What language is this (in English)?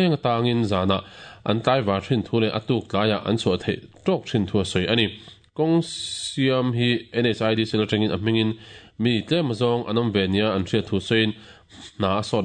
Mizo